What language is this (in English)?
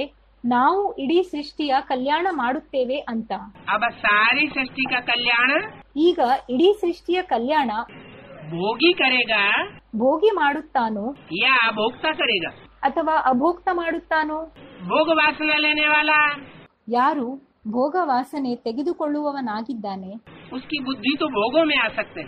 Kannada